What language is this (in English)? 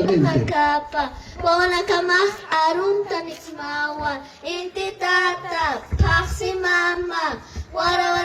Aymara